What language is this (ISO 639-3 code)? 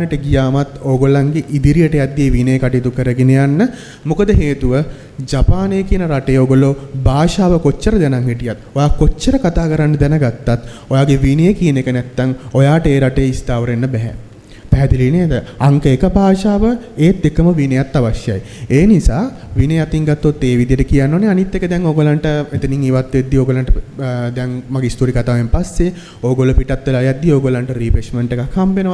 sin